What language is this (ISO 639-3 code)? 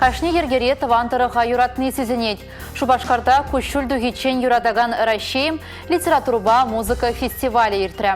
chv